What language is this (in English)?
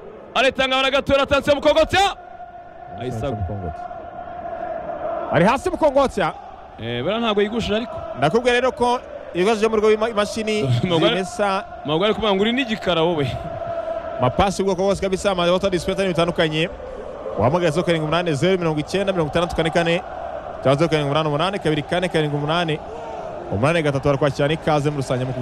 Kinyarwanda